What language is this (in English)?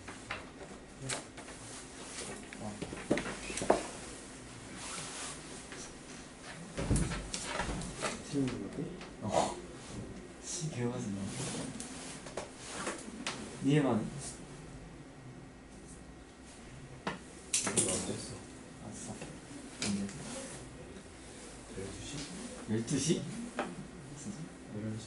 Korean